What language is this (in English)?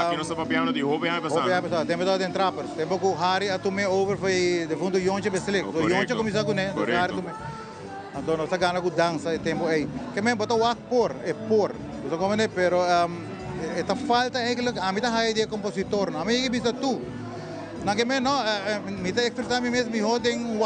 Papiamento